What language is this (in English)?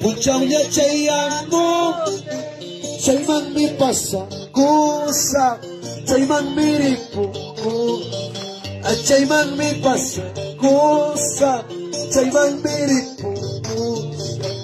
Ayacucho Quechua